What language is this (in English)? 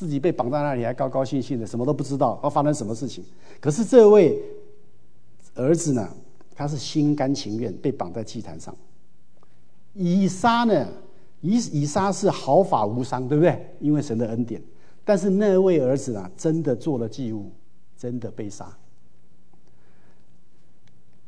Chinese